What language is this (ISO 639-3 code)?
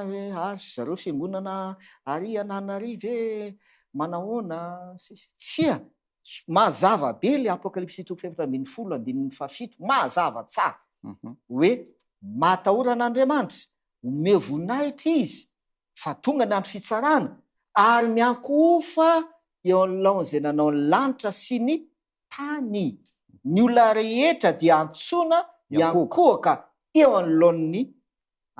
mlg